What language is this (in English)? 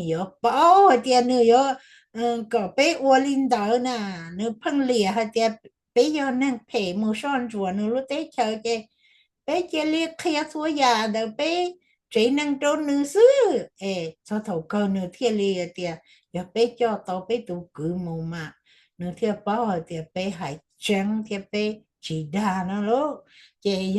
Hmong